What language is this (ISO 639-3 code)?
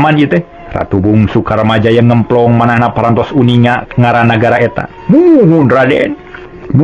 sun